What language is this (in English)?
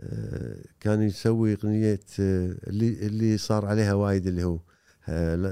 Gulf Arabic